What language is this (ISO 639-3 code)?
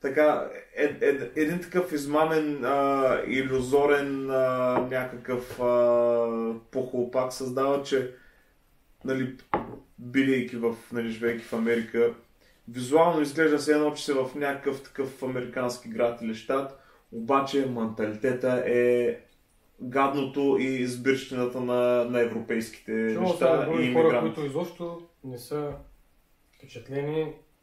bul